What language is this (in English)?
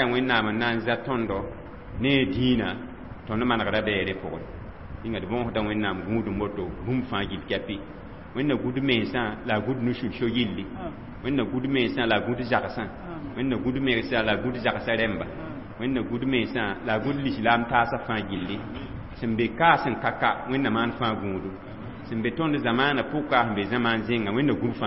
Mossi